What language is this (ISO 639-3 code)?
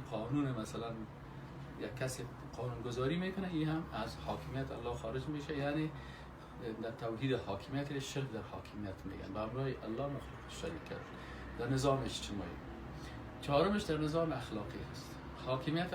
fas